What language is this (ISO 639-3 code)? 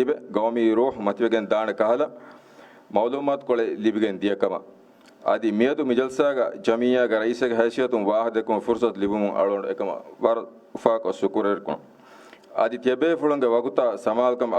div